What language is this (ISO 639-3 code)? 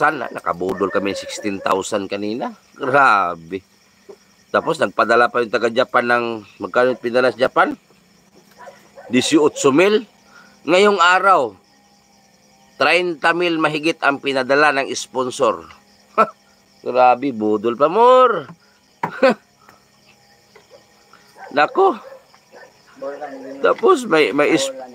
fil